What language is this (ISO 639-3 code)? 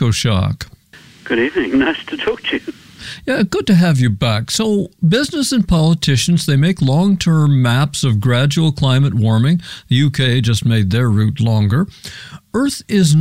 eng